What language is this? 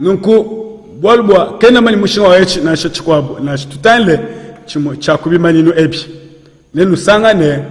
Luba-Lulua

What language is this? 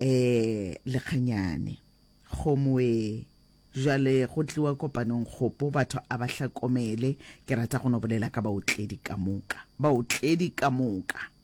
Northern Sotho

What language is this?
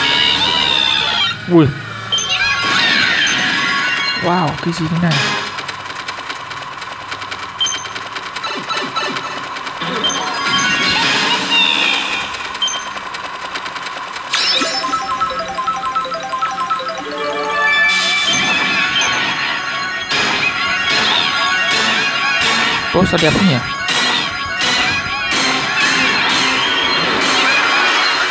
Vietnamese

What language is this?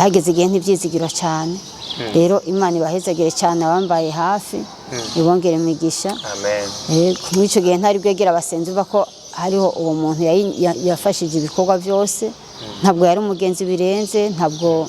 Rundi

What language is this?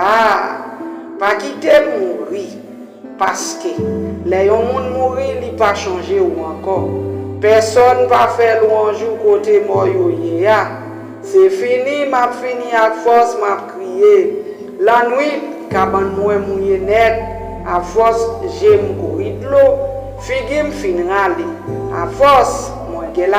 Haitian Creole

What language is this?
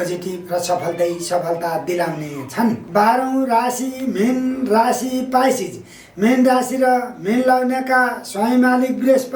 Nepali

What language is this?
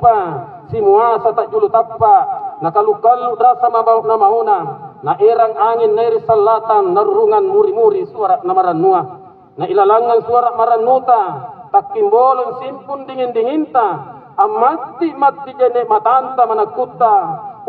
Makasar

